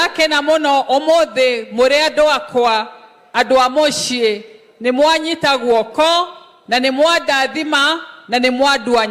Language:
Kikuyu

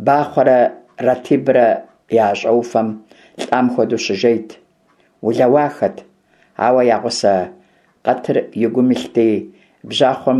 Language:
Kabardian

